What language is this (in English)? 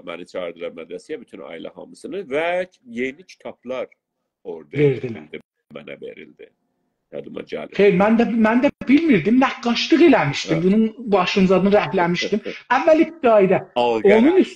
South Azerbaijani